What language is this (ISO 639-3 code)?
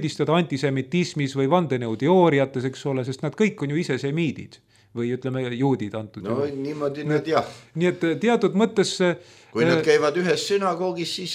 est